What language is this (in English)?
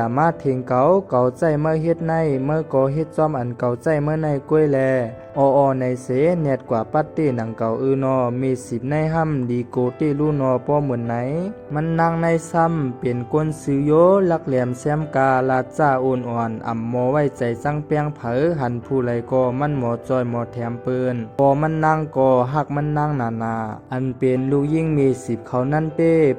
Shan